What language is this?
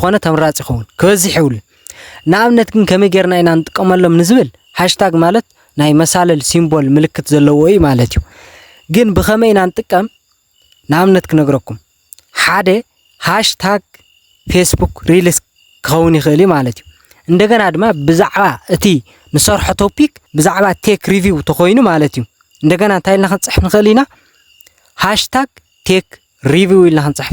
Tigrinya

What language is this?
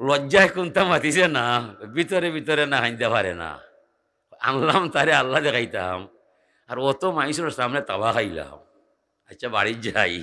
Sylheti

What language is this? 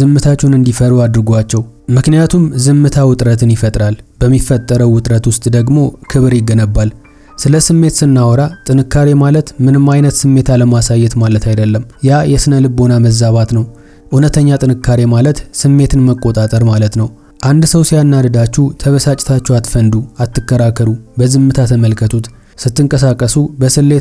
Amharic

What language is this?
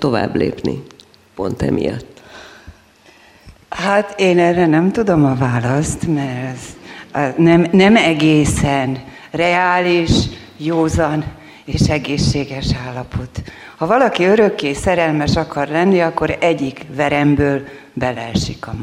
Hungarian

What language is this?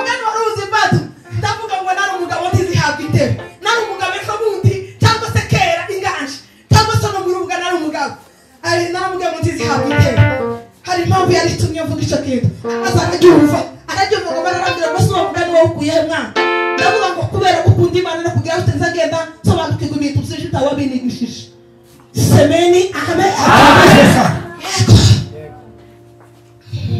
Kinyarwanda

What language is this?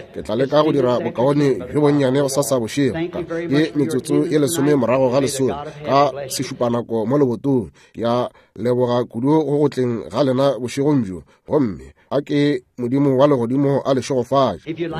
Northern Sotho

